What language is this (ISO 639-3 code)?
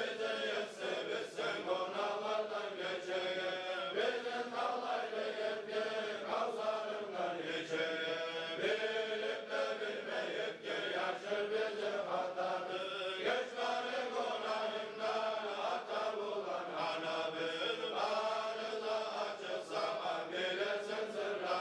kum